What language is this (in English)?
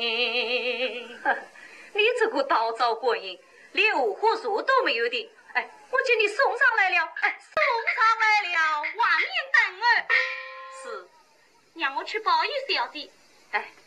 Wu Chinese